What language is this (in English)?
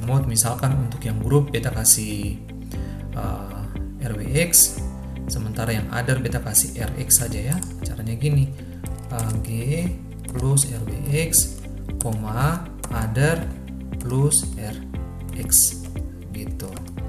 Ambonese Malay